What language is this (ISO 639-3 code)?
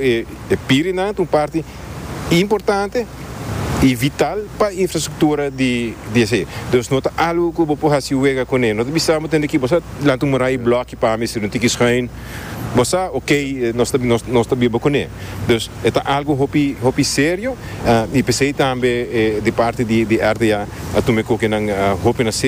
pap